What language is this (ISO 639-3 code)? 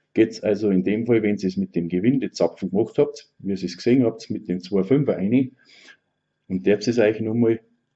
bar